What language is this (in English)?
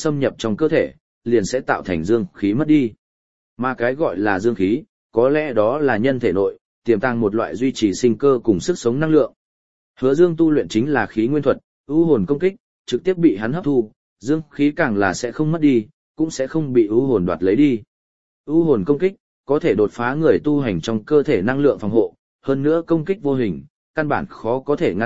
Vietnamese